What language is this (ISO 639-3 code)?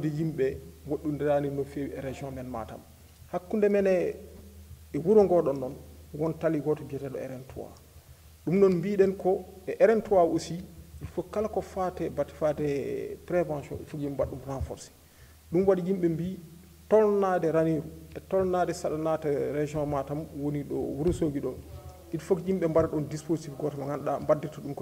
ful